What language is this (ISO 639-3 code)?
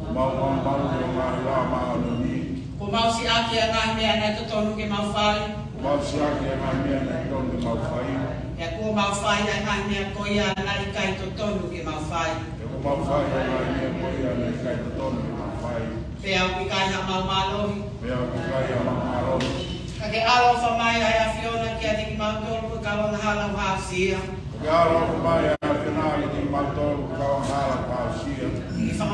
ton